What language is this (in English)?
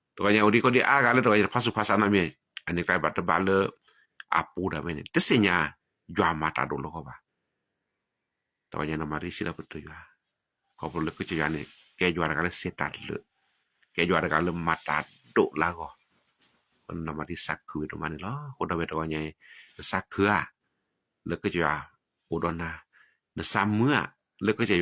S'gaw Karen